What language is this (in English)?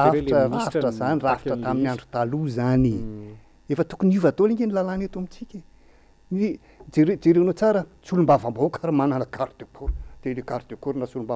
Malagasy